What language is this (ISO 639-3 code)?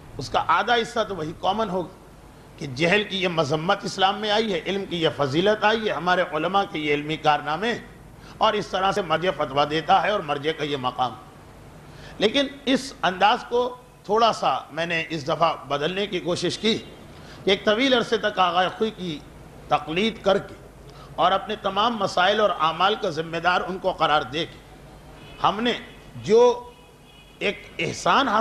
urd